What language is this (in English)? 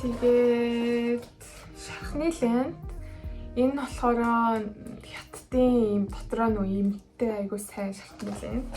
Mongolian